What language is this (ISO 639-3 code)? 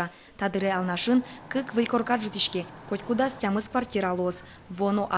udm